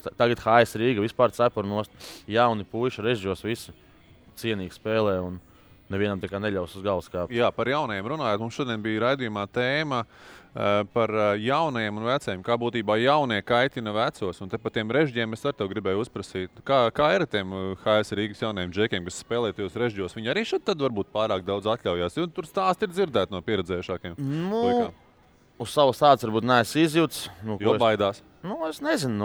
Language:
Latvian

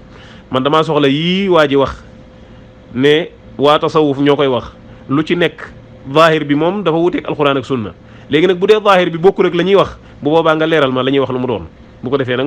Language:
Wolof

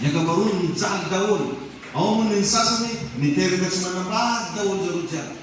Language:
Malagasy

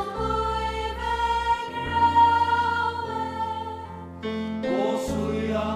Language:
Faroese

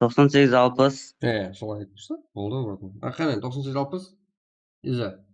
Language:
Kara-Kalpak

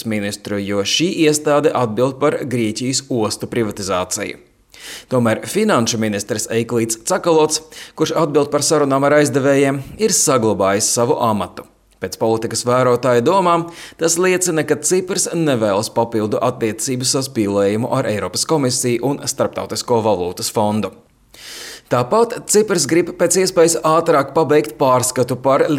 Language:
Latvian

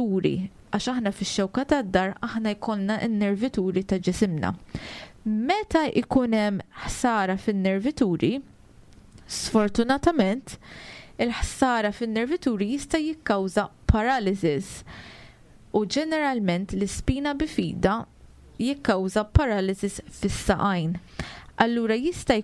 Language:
Maltese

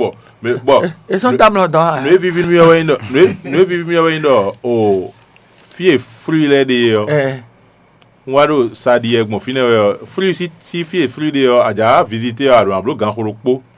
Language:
Fon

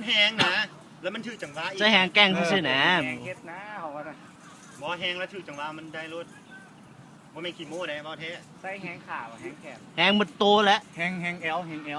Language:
Lao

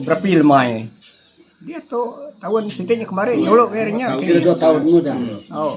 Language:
Iban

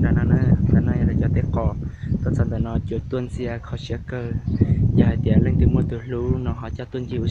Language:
Hmong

